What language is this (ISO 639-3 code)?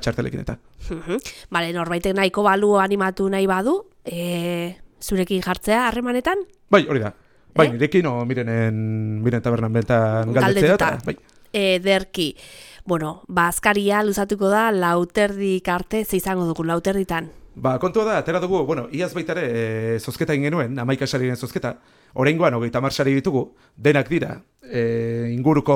eus